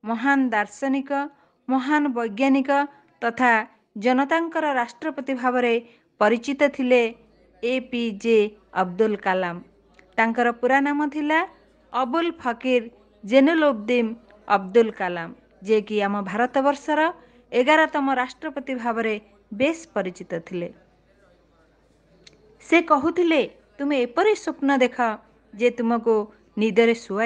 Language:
Odia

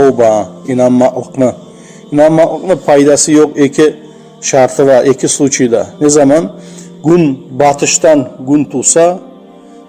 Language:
Kumyk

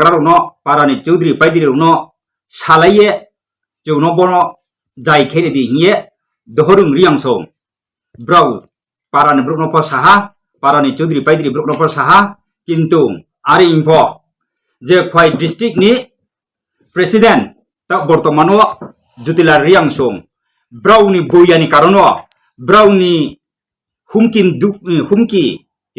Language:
Kok Borok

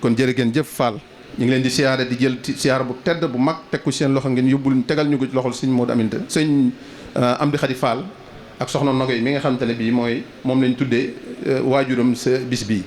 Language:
Wolof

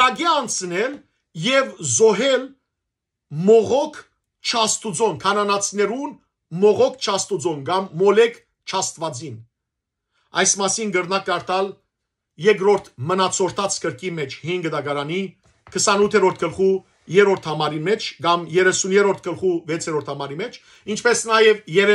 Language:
Western Armenian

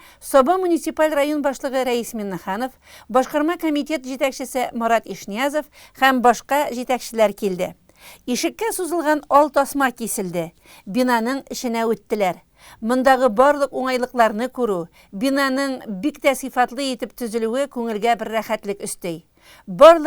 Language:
Tatar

